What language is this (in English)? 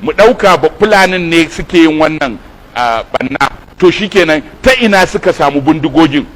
Hausa